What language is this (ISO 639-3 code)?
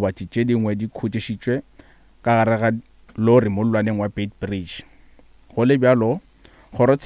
nso